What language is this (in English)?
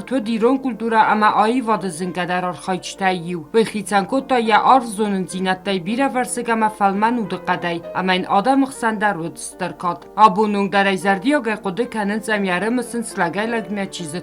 Ossetic